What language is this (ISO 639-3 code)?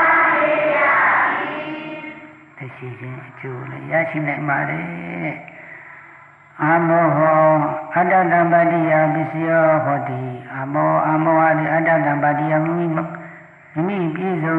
mya